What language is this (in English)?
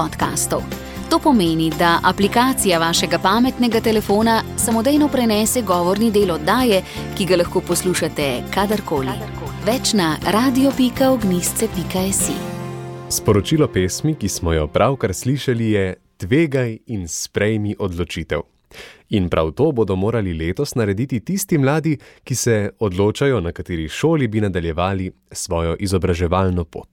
Slovenian